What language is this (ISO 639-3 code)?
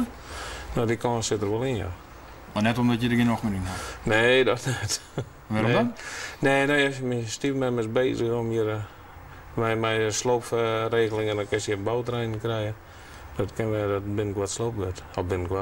fry